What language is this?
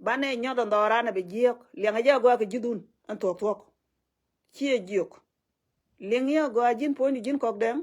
Nuer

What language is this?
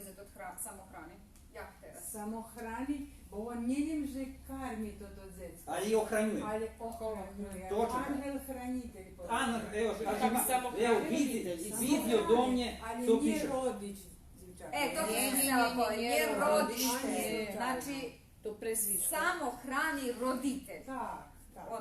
Rusyn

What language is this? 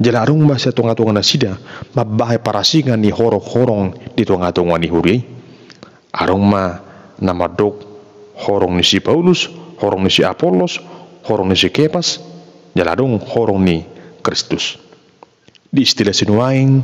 Batak Toba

